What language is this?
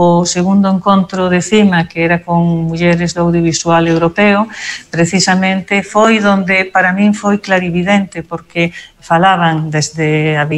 Galician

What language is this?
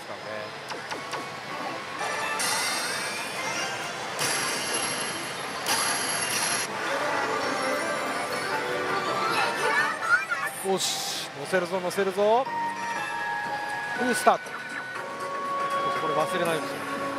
Japanese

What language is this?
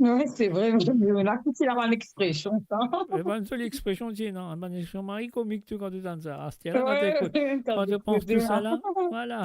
Morisyen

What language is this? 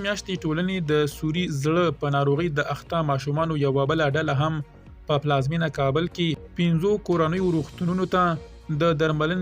Pashto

